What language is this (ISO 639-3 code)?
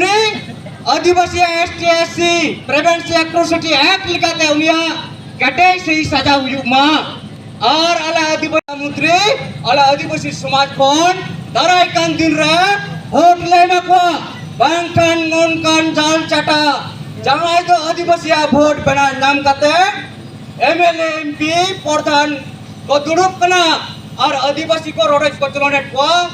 sat